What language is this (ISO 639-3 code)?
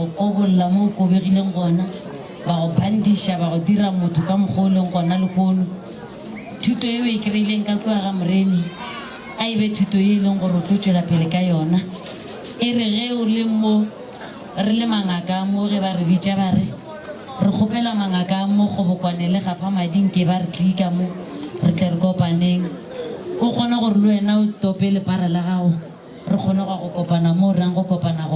nso